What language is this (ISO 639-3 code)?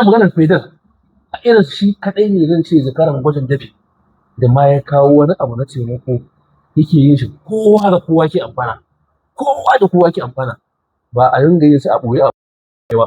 hau